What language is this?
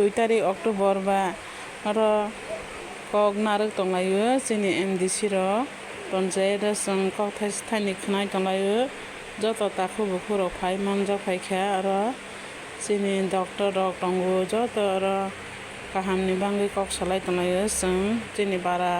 Kok Borok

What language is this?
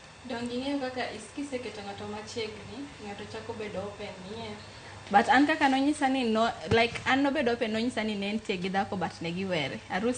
Luo (Kenya and Tanzania)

